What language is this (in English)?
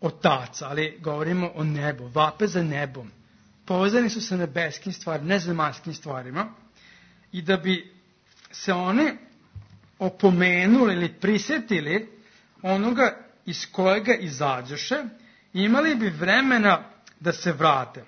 Serbian